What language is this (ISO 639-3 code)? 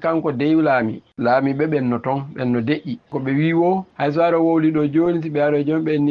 fuv